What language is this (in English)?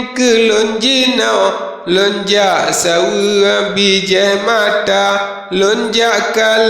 Achinese